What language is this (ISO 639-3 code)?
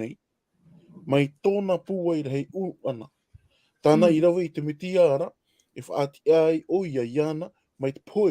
tah